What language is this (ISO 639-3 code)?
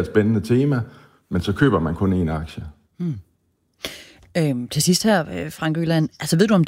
dan